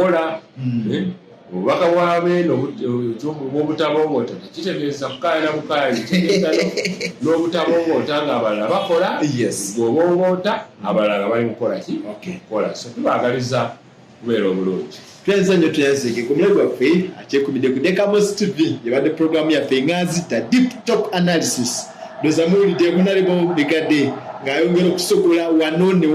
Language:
Ganda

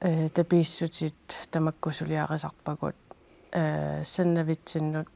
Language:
Kalaallisut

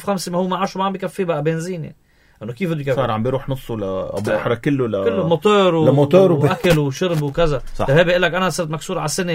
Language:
North Levantine Arabic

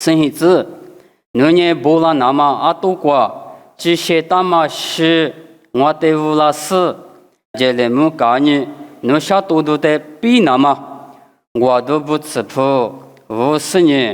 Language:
Lisu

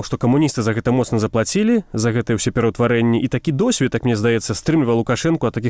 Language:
Belarusian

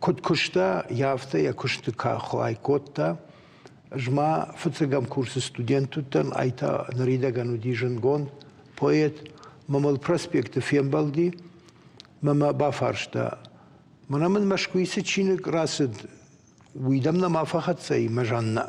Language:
Ossetic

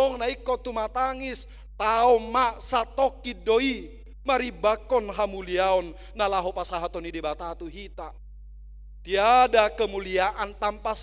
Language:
Batak Toba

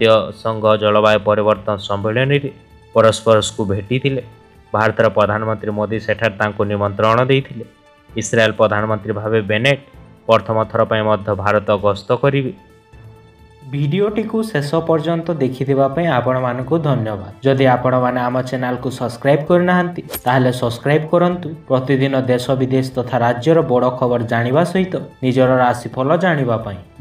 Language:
Odia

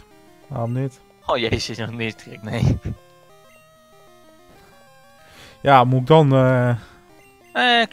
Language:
Dutch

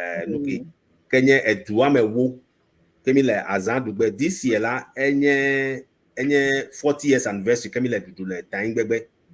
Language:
Ewe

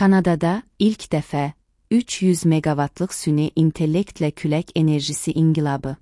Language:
Azerbaijani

